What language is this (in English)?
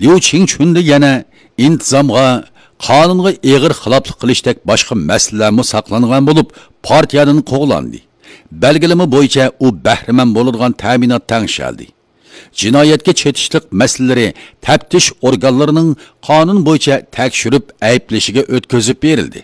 Uyghur